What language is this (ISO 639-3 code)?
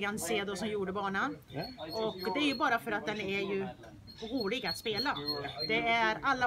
swe